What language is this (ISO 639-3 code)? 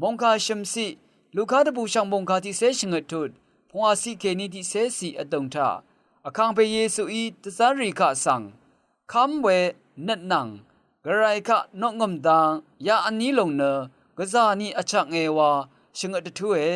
raw